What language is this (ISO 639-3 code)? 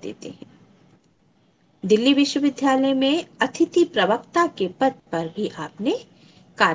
hin